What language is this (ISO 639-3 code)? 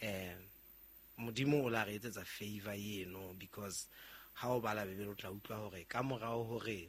sot